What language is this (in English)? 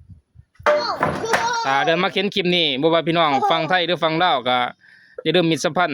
Lao